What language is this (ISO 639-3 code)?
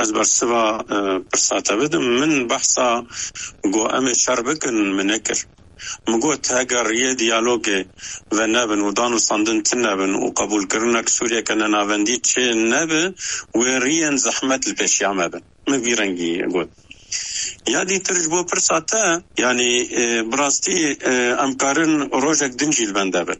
kur